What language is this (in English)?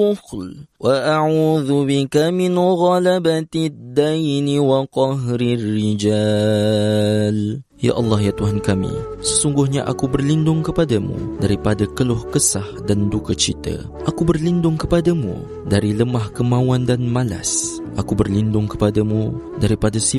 Malay